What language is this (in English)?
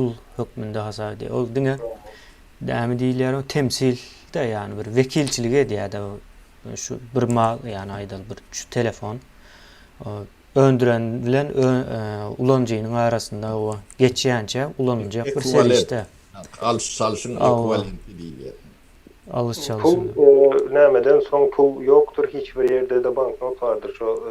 Turkmen